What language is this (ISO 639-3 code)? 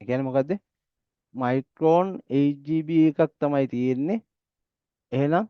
sin